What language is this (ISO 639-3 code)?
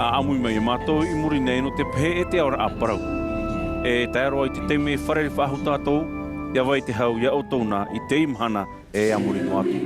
tah